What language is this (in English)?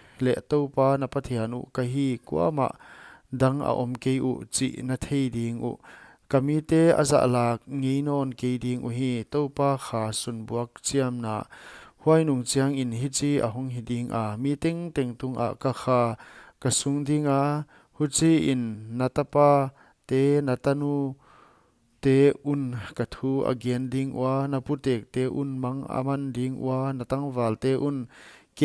Paite Chin